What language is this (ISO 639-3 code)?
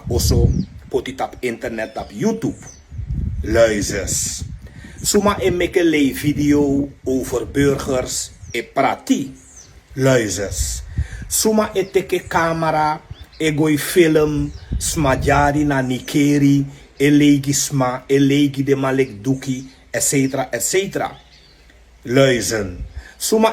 srn